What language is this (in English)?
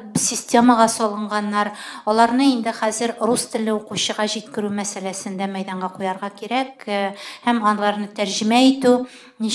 Tatar